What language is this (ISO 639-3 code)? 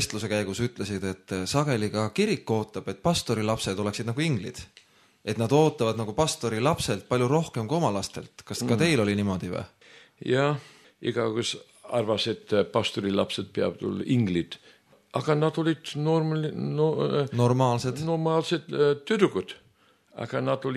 est